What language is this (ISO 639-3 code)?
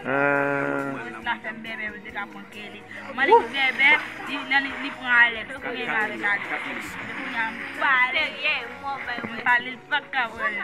hat